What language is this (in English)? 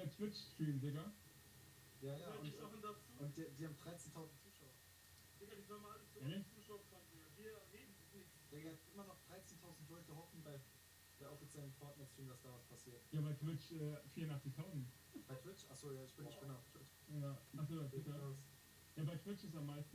Bavarian